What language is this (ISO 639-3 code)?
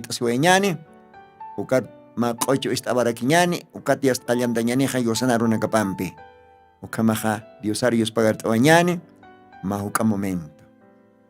aym